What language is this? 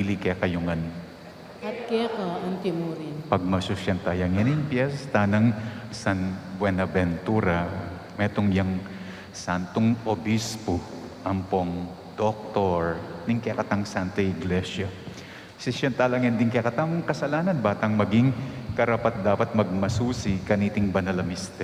Pampanga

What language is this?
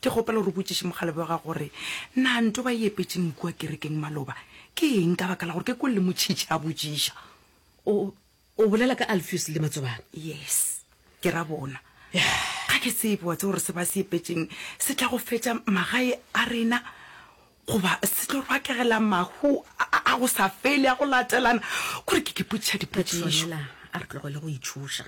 Northern Sotho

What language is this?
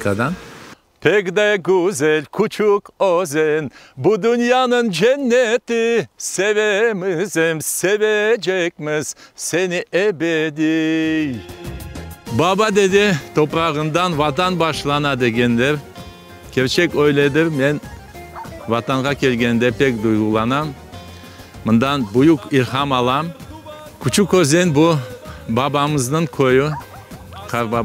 Crimean Tatar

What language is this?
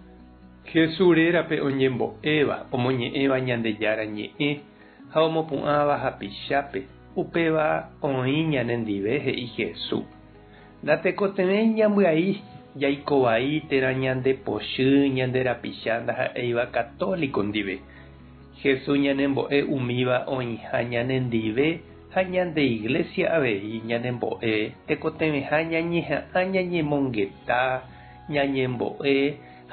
Guarani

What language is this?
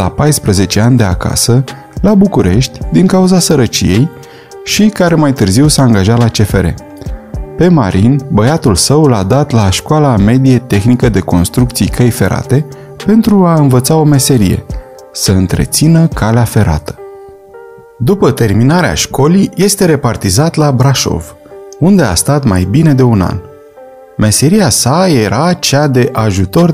Romanian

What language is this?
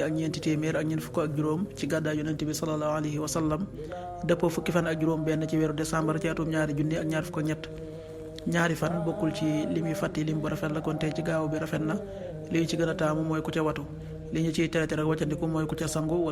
Wolof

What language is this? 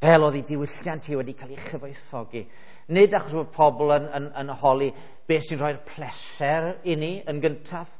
Welsh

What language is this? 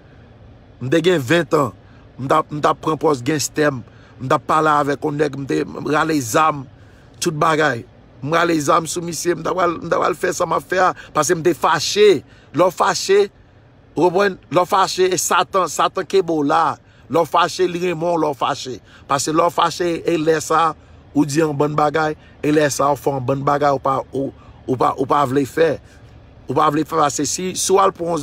Haitian Creole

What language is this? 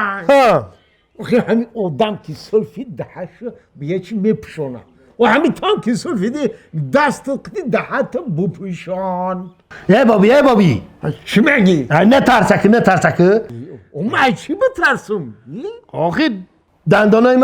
Tajik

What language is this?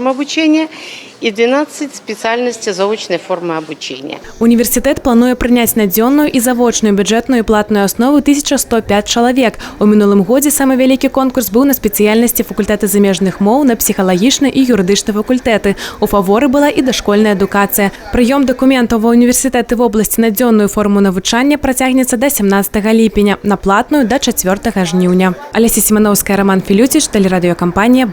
Belarusian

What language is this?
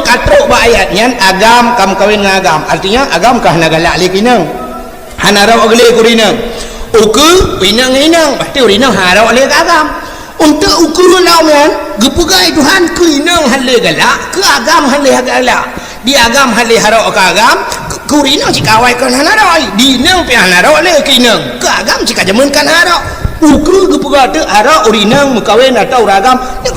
Achinese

